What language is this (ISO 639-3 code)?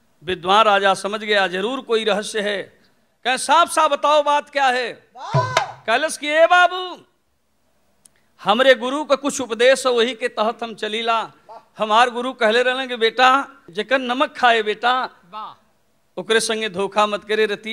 bho